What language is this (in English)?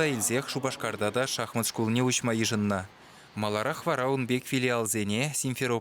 Chuvash